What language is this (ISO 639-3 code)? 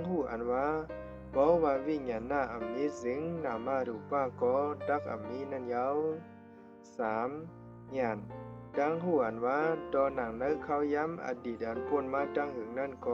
shn